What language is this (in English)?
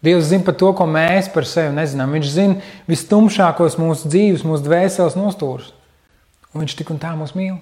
Latvian